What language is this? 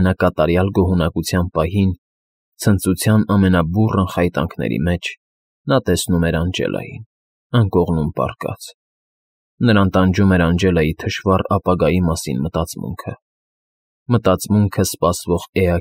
Armenian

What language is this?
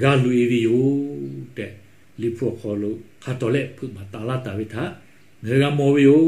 Lahu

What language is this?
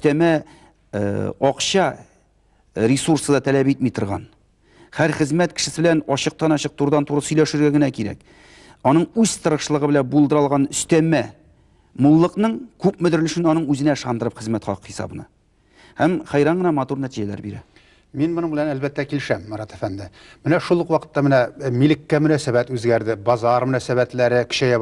Tatar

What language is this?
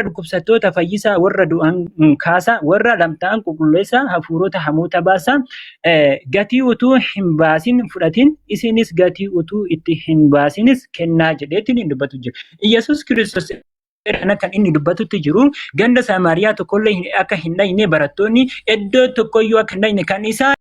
Oromo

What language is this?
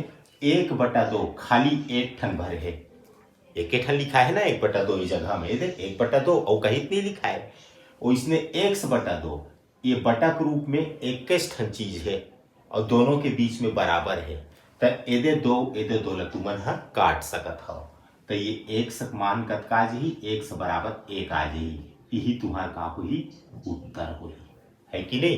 Chhattisgarhi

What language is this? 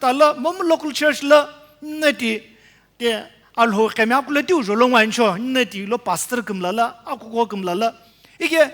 Sumi Naga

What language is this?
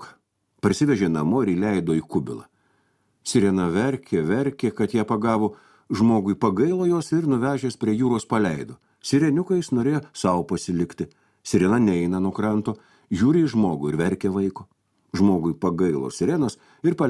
Lithuanian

